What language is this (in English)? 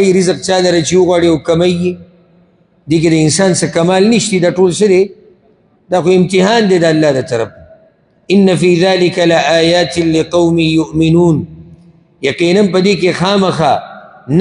Pashto